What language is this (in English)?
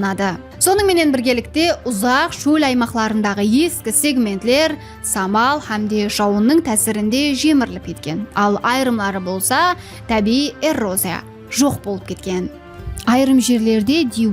Kara-Kalpak